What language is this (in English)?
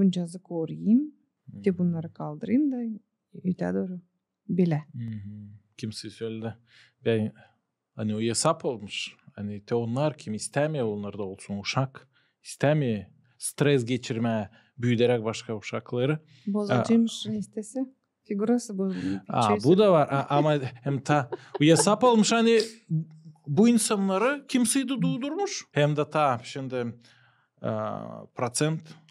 Gagauz